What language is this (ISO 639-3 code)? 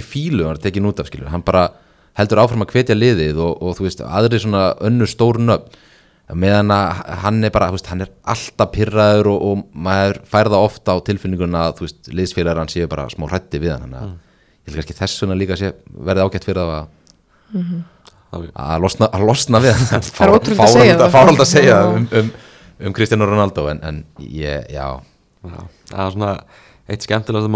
isl